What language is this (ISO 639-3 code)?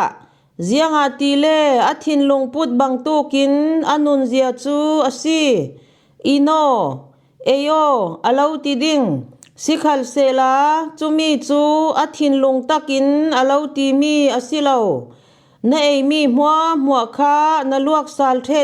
cfm